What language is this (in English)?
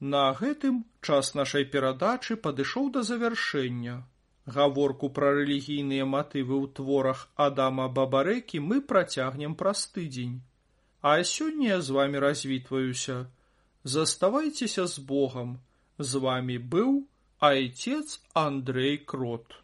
Belarusian